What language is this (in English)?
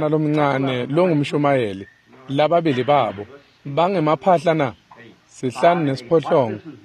Swati